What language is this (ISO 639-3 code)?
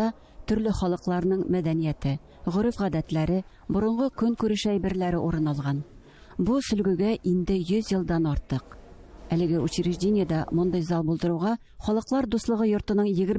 tat